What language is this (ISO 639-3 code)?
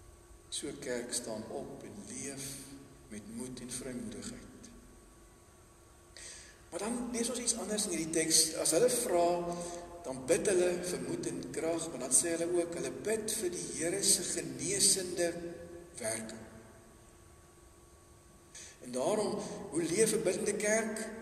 afr